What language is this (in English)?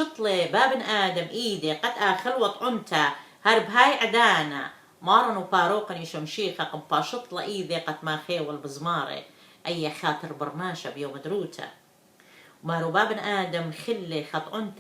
Assyrian Neo-Aramaic